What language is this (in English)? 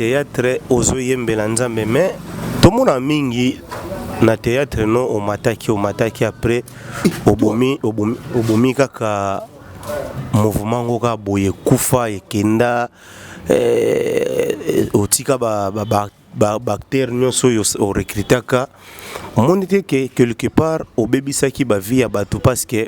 Lingala